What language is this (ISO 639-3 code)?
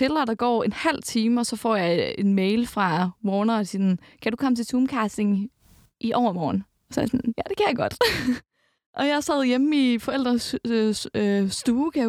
dan